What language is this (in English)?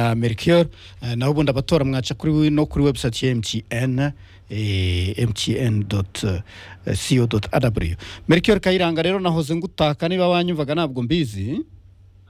Kinyarwanda